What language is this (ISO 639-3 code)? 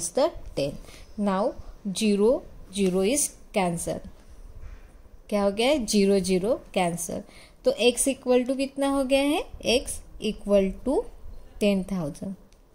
hin